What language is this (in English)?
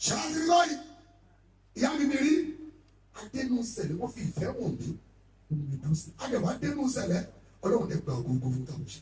Yoruba